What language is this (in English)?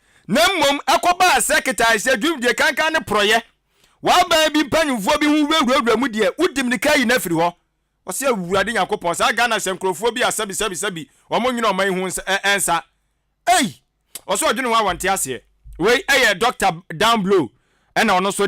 Akan